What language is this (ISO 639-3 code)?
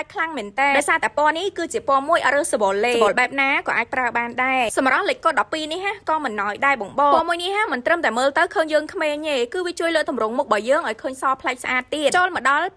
khm